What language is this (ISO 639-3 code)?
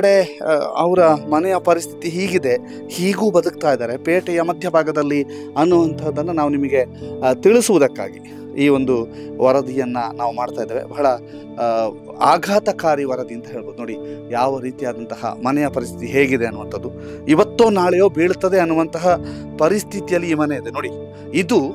kan